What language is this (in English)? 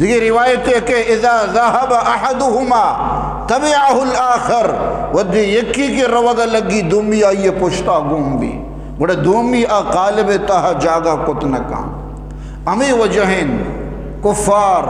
Eastern Balochi